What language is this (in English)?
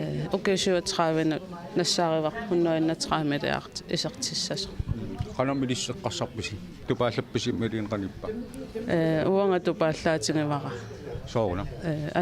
Kalaallisut